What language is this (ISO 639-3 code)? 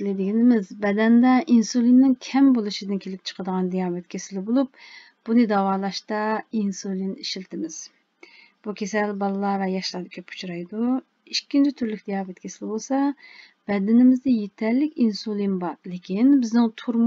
uig